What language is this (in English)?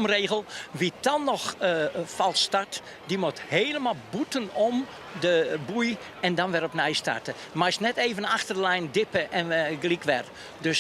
Western Frisian